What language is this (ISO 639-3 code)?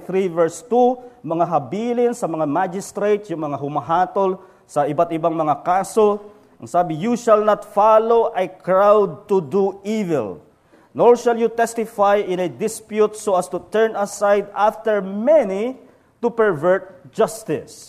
fil